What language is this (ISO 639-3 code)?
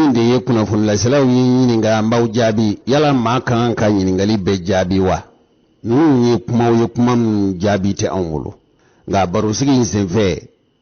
bam